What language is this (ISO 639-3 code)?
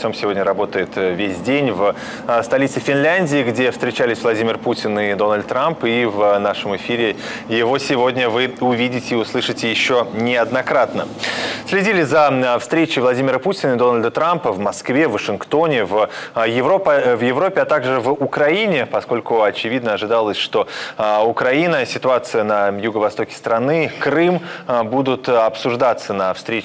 rus